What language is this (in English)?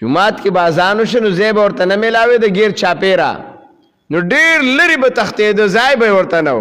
Pashto